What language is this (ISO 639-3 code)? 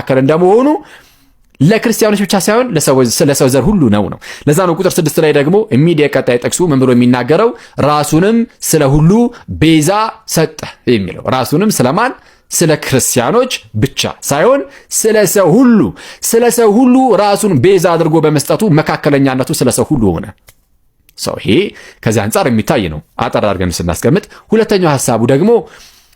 amh